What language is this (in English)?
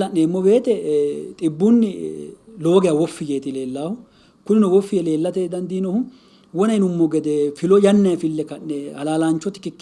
Sidamo